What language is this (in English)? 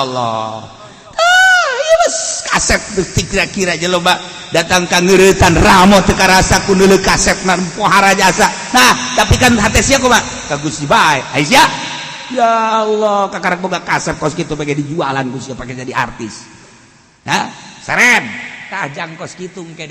Sundanese